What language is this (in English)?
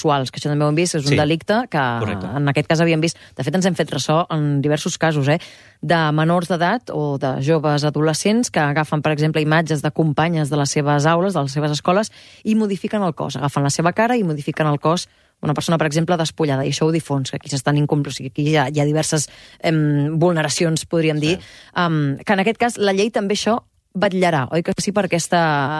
Catalan